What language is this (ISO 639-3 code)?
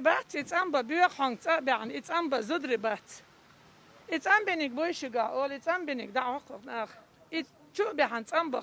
che